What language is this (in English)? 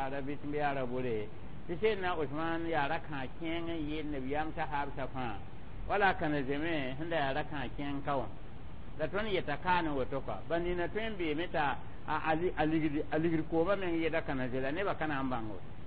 Mossi